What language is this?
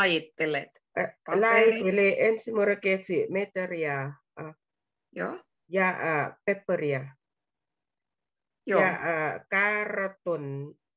Finnish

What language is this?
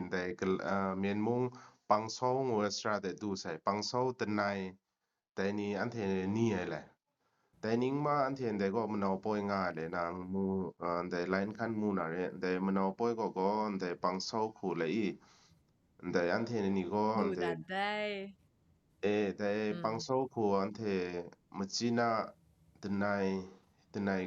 Kachin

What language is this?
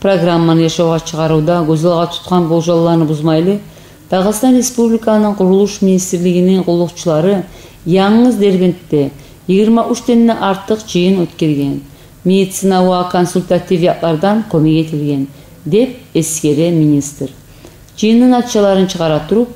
Kumyk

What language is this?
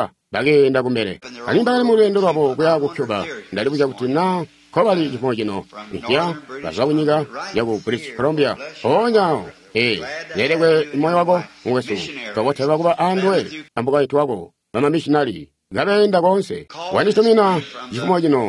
Tonga (Zambia)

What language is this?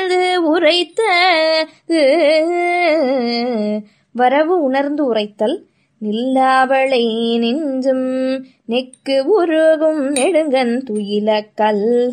Tamil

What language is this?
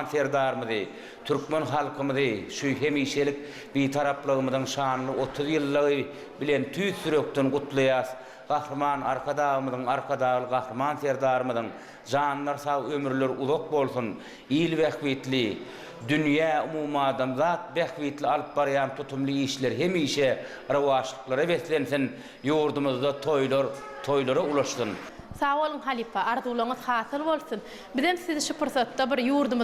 Turkmen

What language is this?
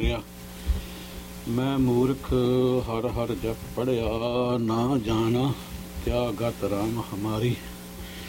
Punjabi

